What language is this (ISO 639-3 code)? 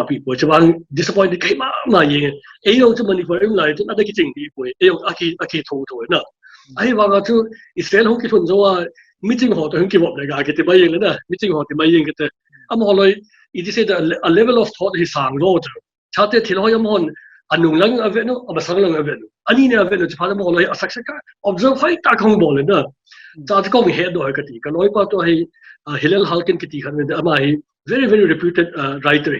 pck